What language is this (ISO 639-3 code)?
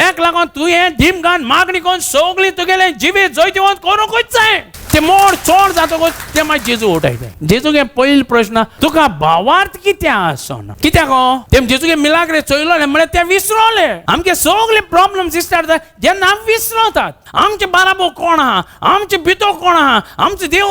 kok